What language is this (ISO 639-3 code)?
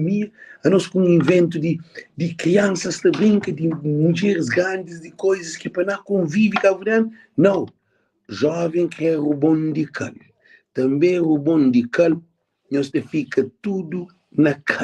kea